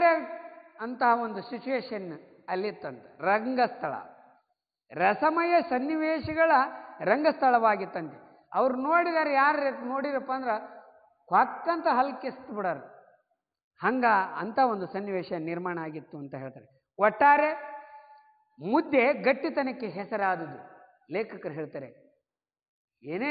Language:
Kannada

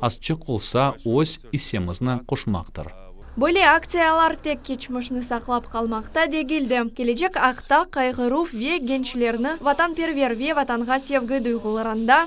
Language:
Crimean Tatar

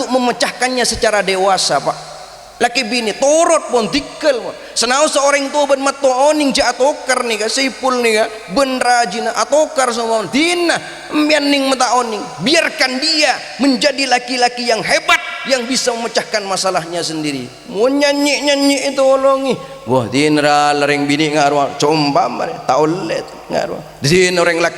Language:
Madurese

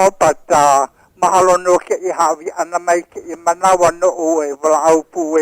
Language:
Hawaiian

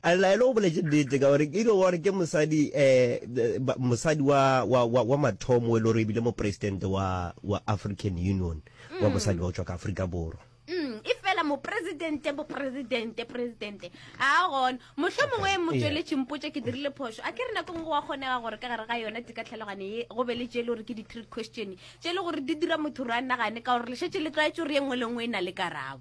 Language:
Northern Sotho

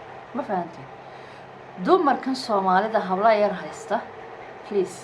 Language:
Somali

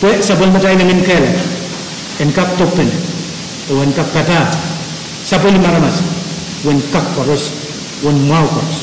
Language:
Pohnpeian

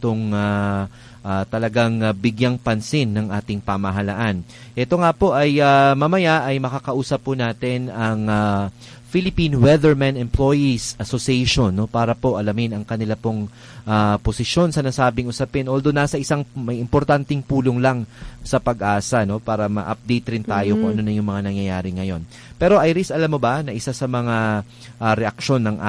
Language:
Filipino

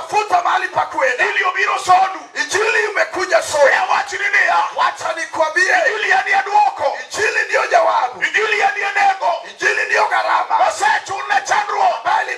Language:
Luo (Kenya and Tanzania)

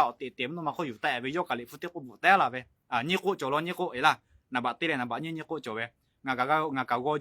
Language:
Lahu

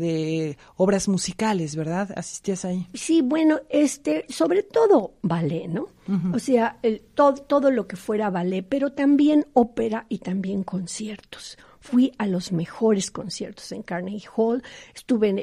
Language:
Spanish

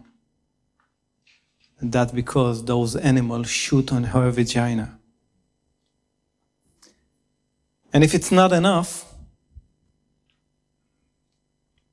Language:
English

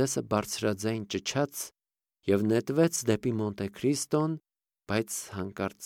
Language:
Armenian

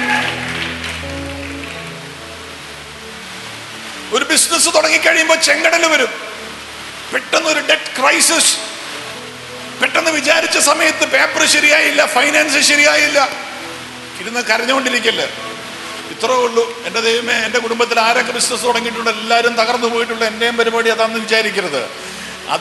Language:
Malayalam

